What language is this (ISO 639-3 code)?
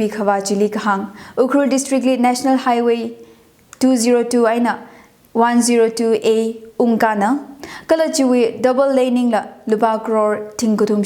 nmf